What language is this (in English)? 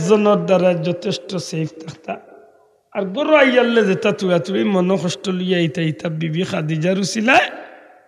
Sylheti